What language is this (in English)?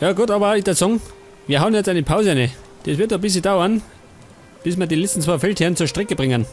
Bavarian